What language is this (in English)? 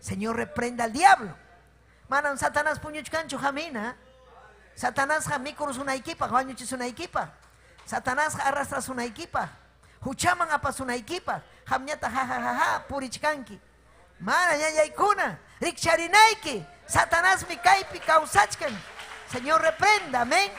Ayacucho Quechua